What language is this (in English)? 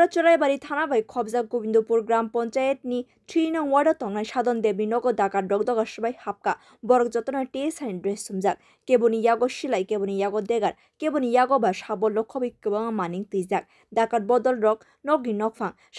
Kok Borok